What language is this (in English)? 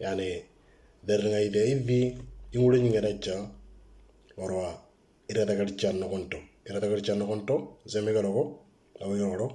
Moro